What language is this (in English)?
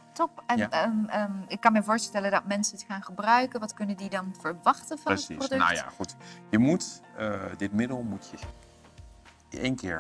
Dutch